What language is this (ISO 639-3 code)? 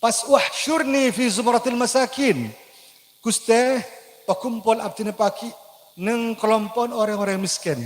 mad